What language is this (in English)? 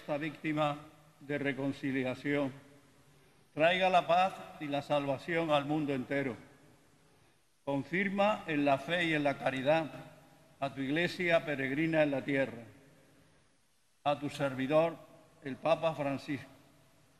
Spanish